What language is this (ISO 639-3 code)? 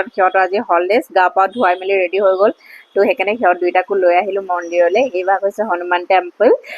asm